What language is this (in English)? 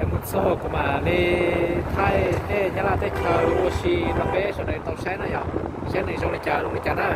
Hmong